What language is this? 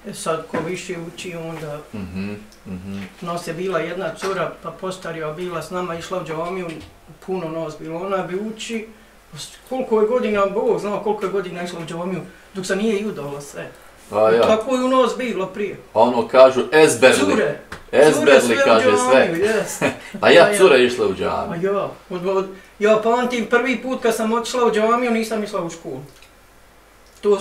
Bosnian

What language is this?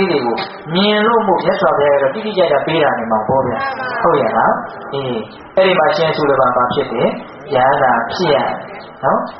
Burmese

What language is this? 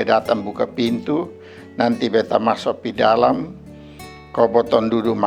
Kupang Malay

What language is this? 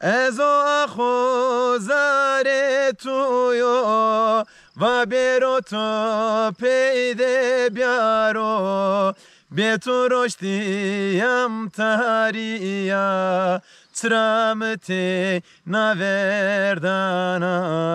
Zaza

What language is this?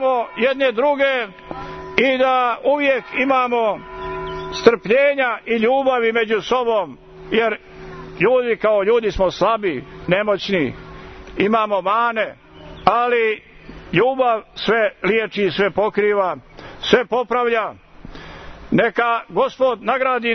Croatian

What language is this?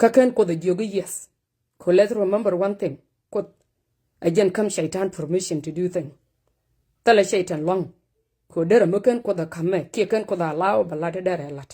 Nuer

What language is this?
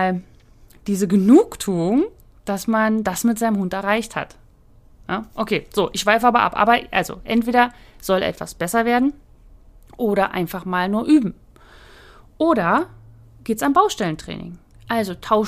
German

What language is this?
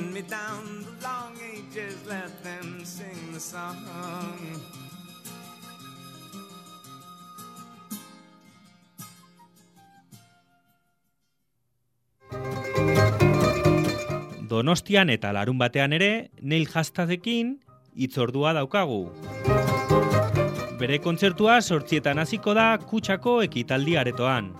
Basque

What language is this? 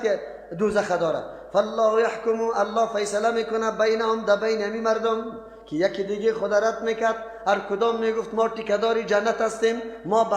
Persian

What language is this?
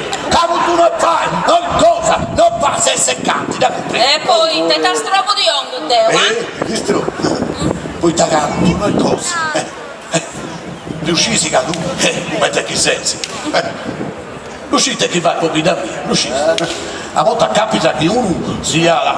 Sardinian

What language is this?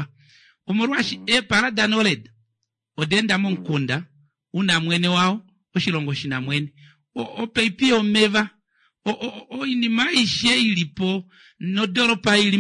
Kuanyama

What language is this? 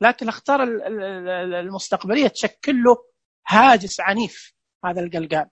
Najdi Arabic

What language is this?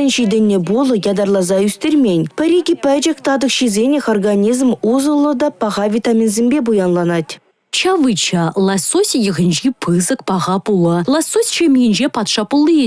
Chuvash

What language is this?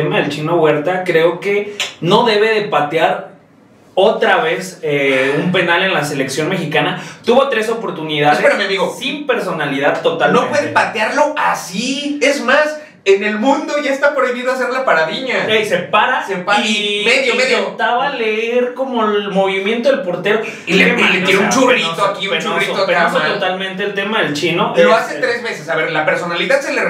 Spanish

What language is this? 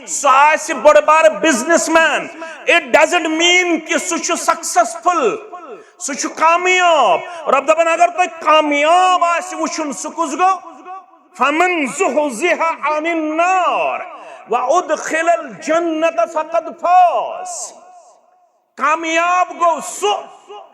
Kashmiri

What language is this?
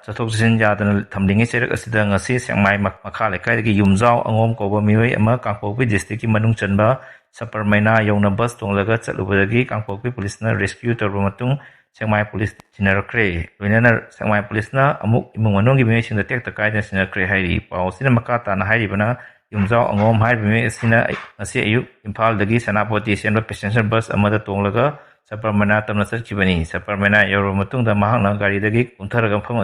Manipuri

